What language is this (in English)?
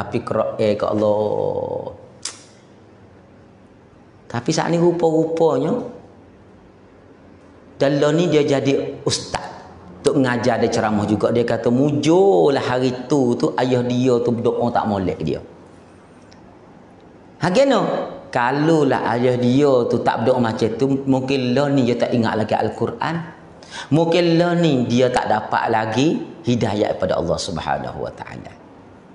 Pattani Malay